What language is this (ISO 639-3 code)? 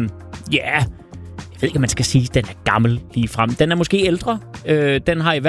dan